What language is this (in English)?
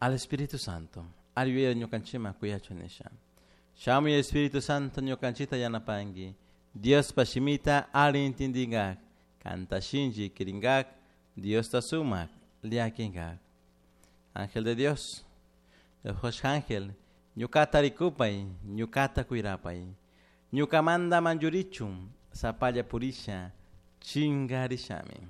Chimborazo Highland Quichua